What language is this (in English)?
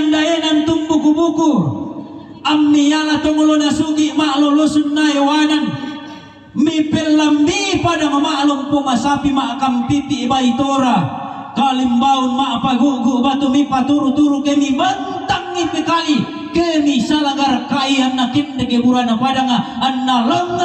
Toraja-Sa'dan